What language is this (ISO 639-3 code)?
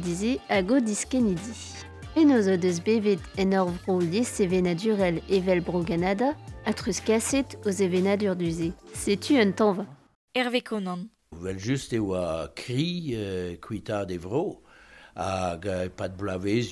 bre